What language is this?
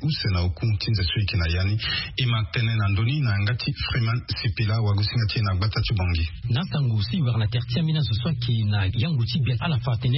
Sango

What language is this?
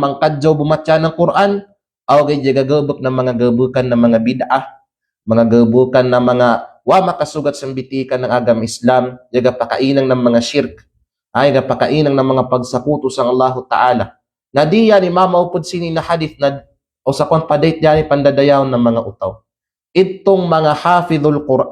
Kalagan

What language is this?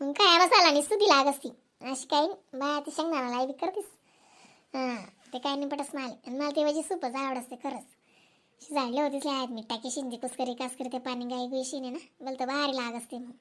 Khandesi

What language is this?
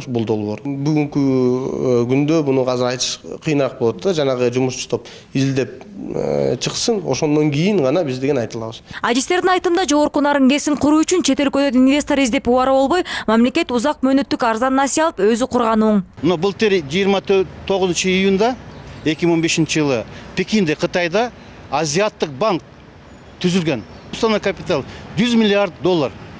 Kyrgyz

